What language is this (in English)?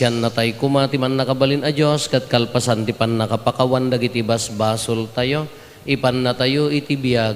Iloko